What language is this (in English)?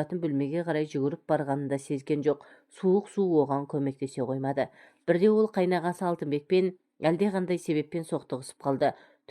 Kazakh